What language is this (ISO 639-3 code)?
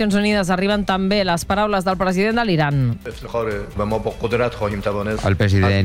cat